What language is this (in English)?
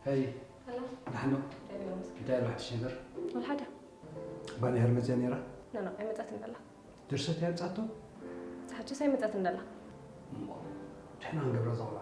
Tigrinya